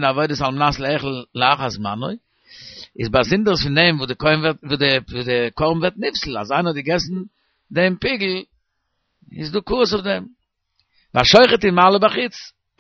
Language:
Yiddish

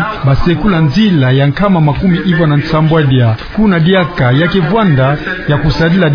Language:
Kituba (Democratic Republic of Congo)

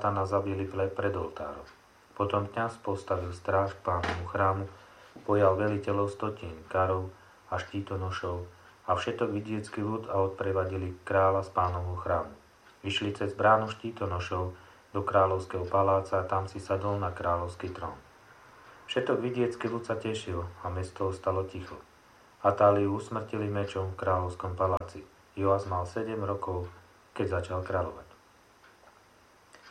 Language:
Slovak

